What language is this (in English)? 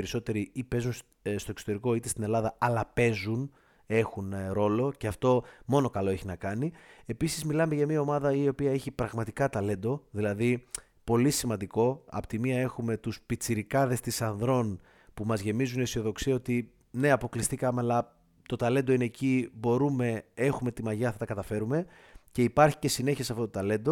Greek